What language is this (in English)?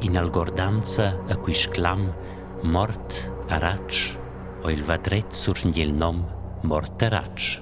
Romansh